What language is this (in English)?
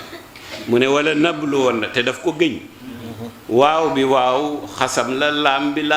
Wolof